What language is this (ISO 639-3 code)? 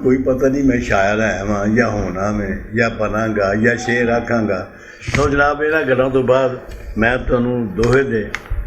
lah